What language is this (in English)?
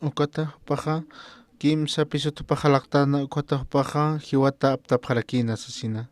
Aymara